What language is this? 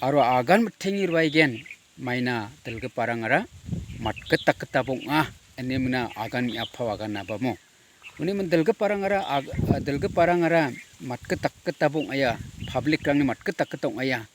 Garo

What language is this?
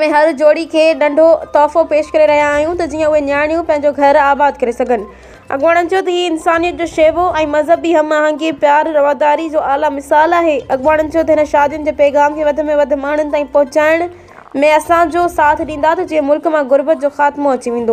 Sindhi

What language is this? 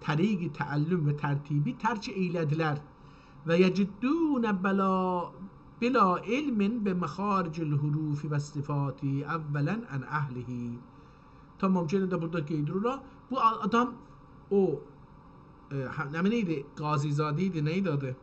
South Azerbaijani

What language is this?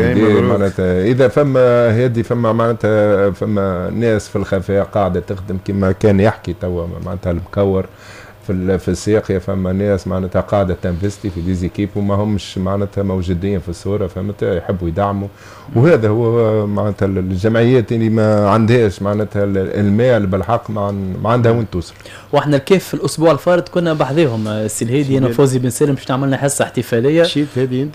Tunisian Arabic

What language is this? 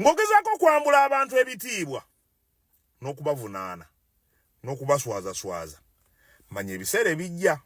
Ganda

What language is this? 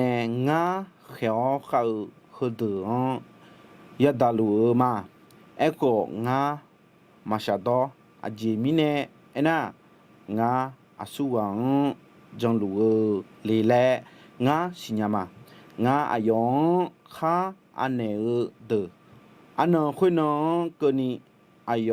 Akha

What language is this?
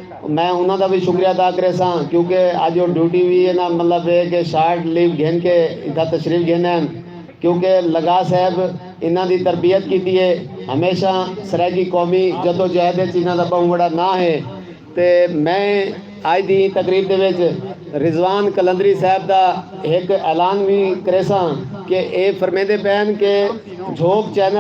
Saraiki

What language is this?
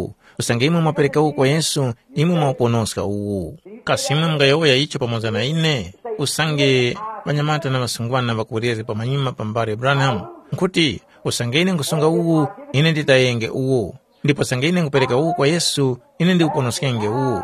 Tumbuka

